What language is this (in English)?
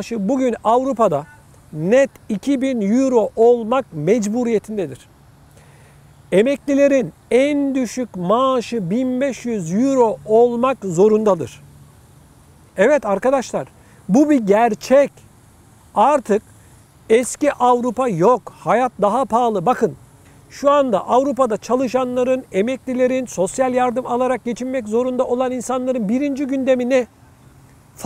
Turkish